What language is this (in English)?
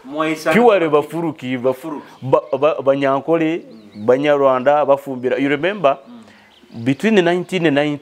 Nyoro